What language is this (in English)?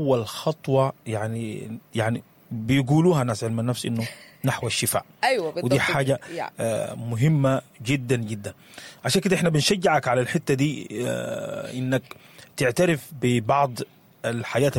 Sudanese Arabic